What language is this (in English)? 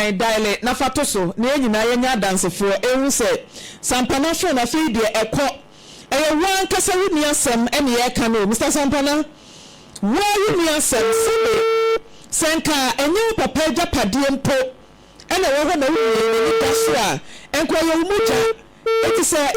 Akan